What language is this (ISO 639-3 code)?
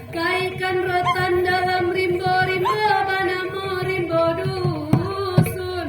min